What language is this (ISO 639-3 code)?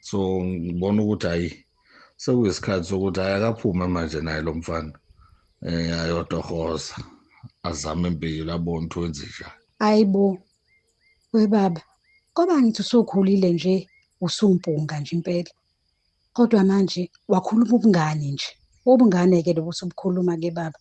zul